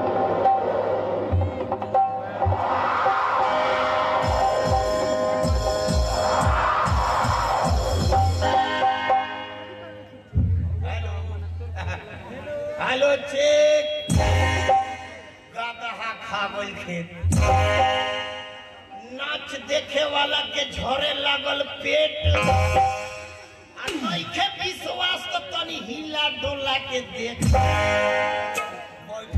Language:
Bhojpuri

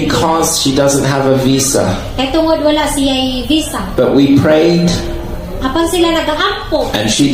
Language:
Cebuano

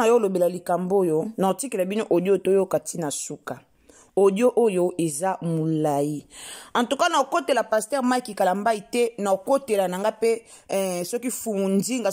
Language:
Lingala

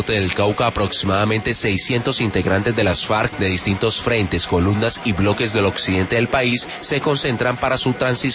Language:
Spanish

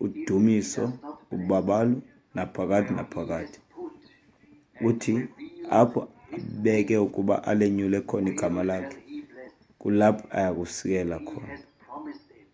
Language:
Xhosa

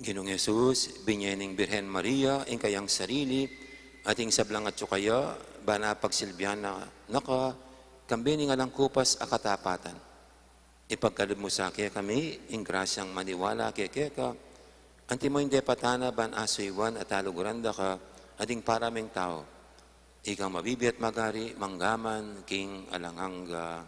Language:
Pampanga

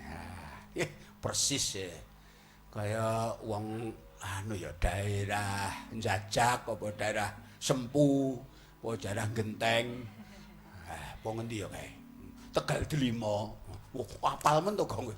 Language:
Javanese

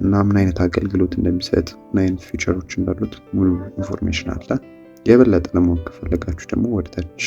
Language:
Amharic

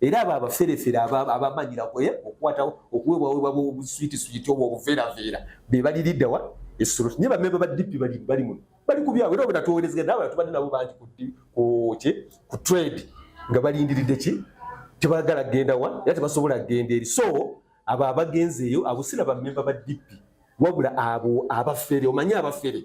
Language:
Ganda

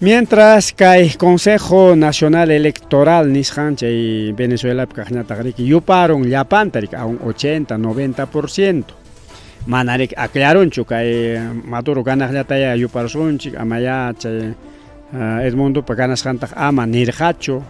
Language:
Ayacucho Quechua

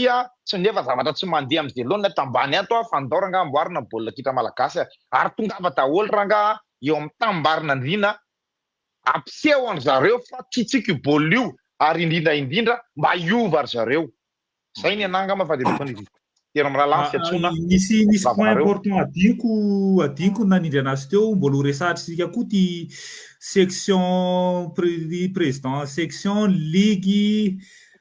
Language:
Malagasy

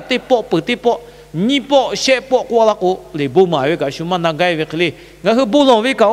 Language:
Lahu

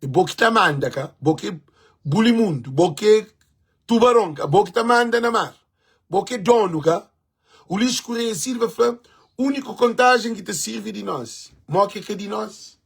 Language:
Kabuverdianu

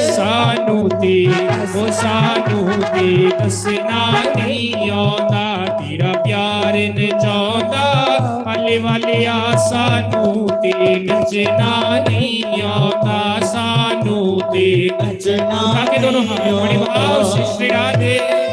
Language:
Dogri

